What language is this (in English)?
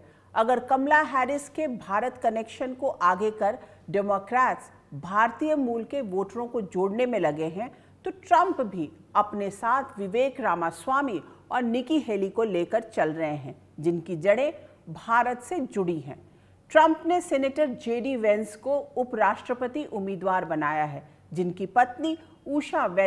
Hindi